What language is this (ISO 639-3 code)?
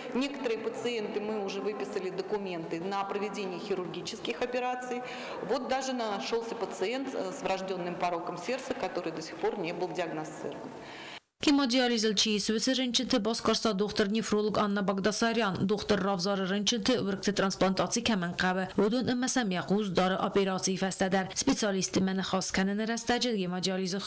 oss